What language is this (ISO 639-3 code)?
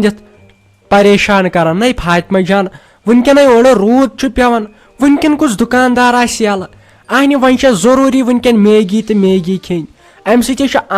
kas